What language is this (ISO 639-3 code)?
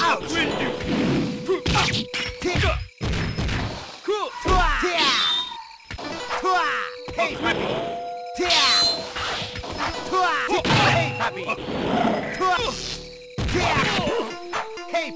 jpn